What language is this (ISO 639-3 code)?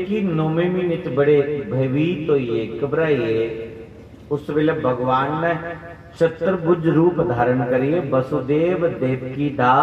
doi